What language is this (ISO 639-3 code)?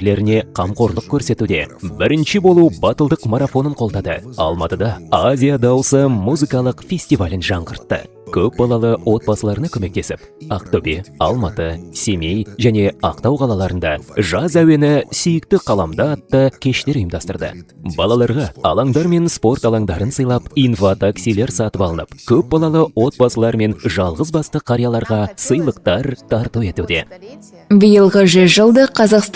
kaz